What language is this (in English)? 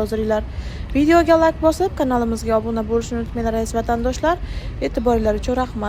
Uzbek